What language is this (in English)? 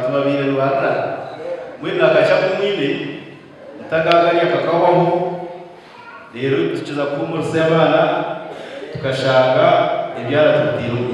Nyankole